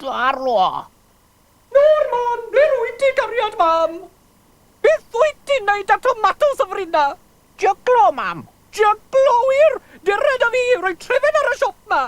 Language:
Welsh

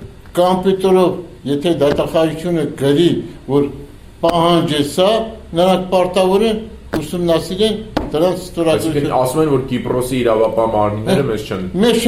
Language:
Armenian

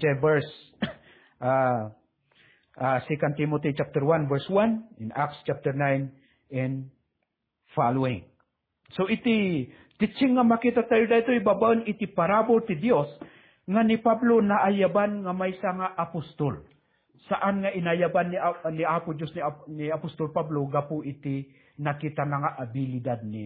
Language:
Iloko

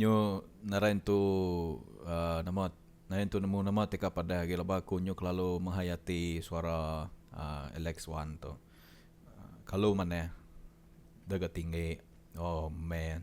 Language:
Iban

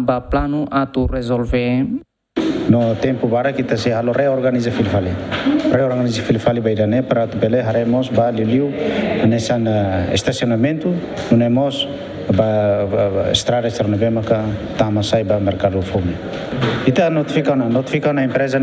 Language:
Tetum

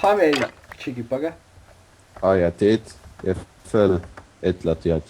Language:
Faroese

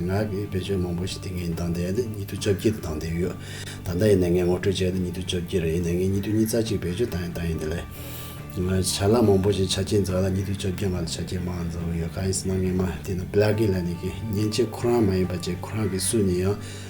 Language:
Tibetan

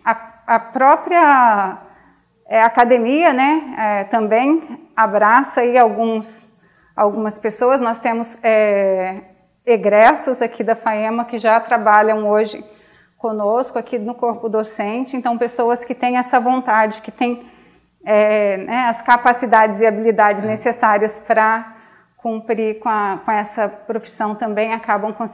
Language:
Portuguese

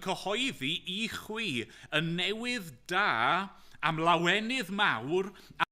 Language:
Welsh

